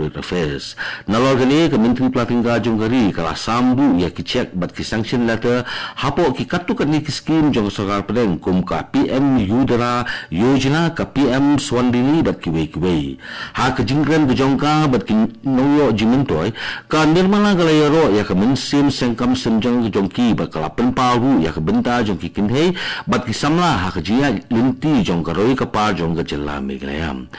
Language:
Khasi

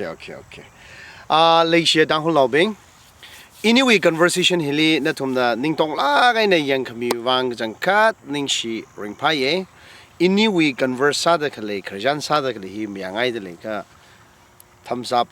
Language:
Tangkhul Naga (India)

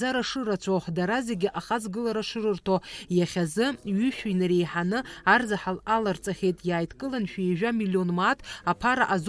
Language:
Abkhazian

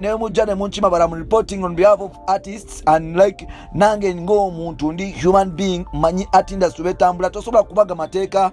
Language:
Ganda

